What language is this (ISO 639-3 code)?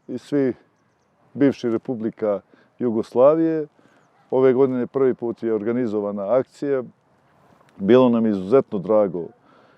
bos